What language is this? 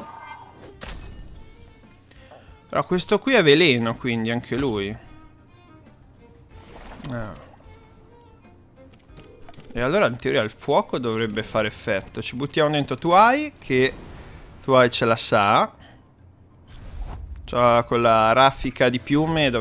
Italian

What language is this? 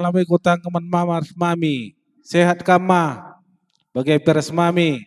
Batak Karo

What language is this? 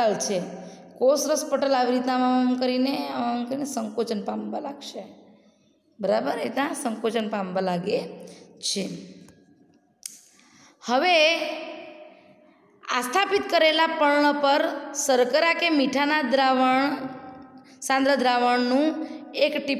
Gujarati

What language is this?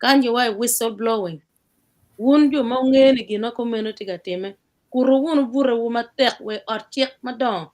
Acoli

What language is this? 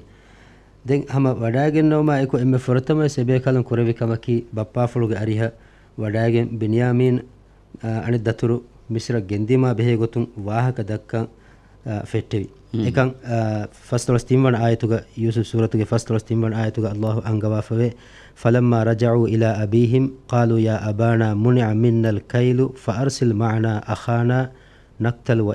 Divehi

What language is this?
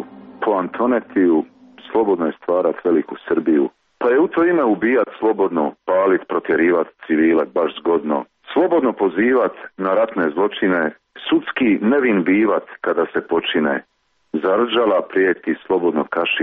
Serbian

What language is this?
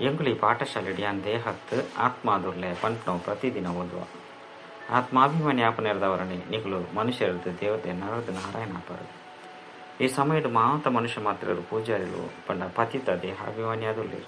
Tulu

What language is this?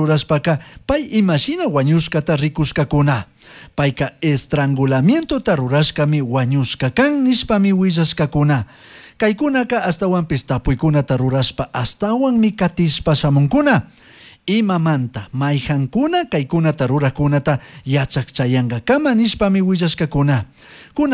Chimborazo Highland Quichua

